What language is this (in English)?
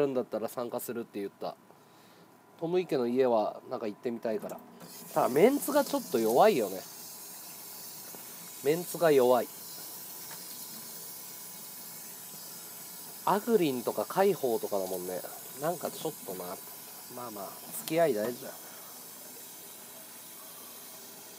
Japanese